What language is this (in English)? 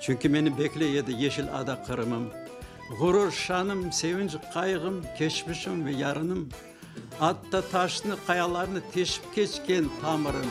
Crimean Tatar